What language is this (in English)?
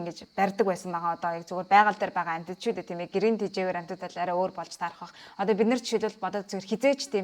Mongolian